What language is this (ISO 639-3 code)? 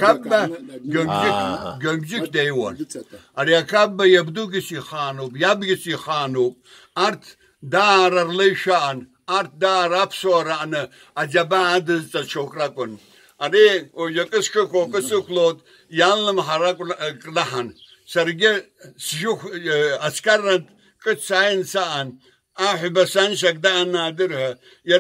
abk